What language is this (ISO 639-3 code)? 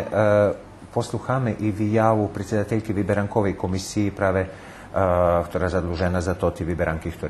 rue